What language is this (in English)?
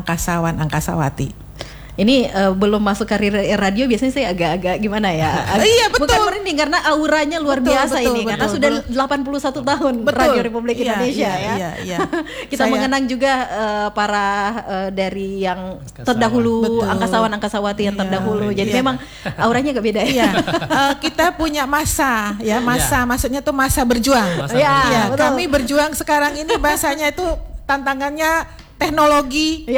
Indonesian